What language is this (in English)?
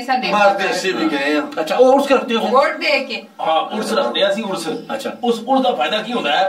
Pahari-Potwari